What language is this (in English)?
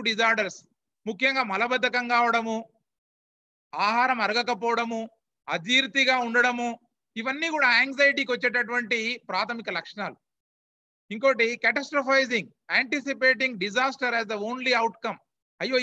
Telugu